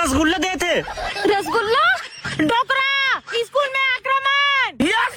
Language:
Chhattisgarhi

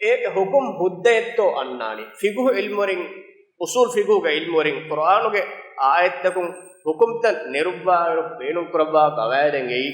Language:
Divehi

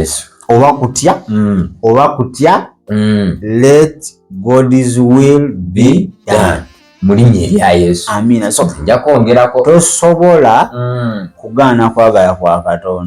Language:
Ganda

